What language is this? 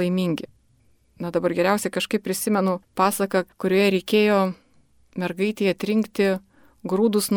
Lithuanian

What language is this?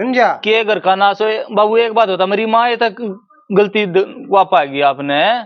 Haryanvi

